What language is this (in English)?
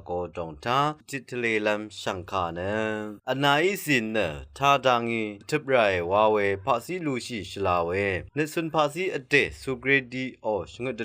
Rawang